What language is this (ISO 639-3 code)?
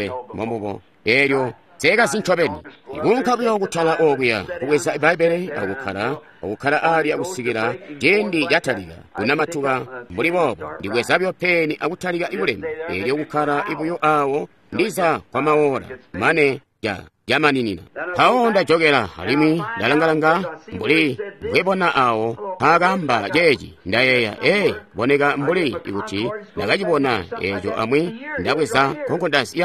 toi